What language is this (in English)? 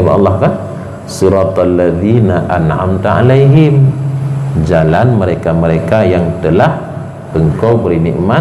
Achinese